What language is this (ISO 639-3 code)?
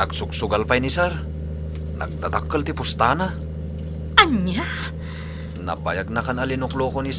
ilo